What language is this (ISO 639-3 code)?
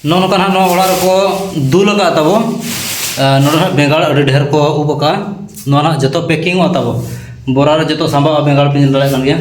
sat